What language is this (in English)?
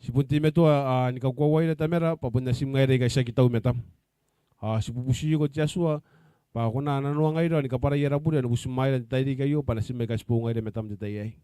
Gilbertese